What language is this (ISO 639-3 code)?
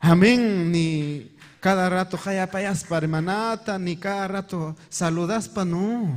quy